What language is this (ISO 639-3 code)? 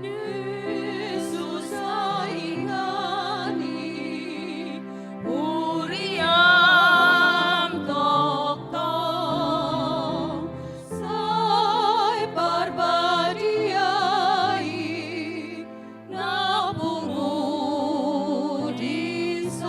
bbc